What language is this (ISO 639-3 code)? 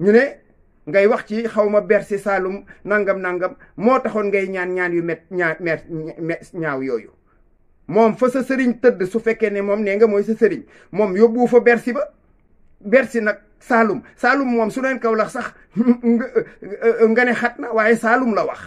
wol